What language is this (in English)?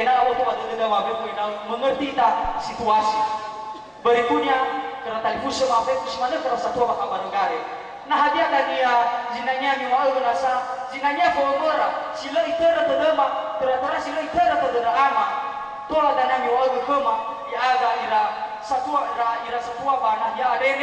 Nias